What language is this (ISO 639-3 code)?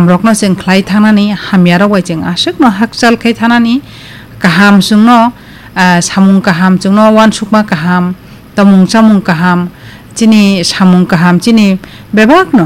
trp